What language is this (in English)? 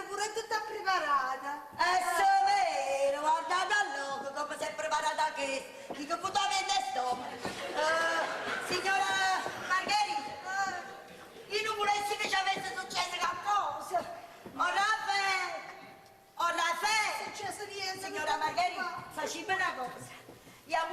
Neapolitan